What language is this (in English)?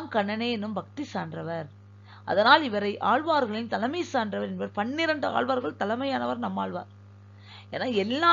Tamil